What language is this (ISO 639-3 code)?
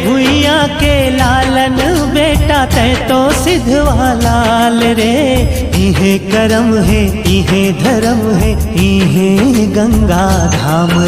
hne